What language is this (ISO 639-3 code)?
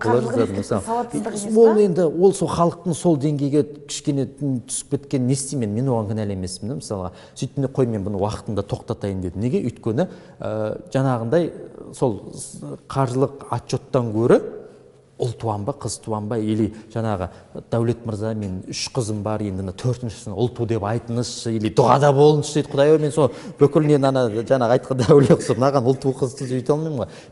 kaz